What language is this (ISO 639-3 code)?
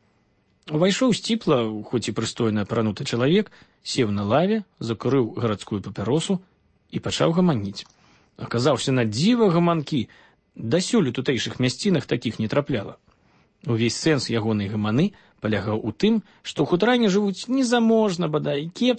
bel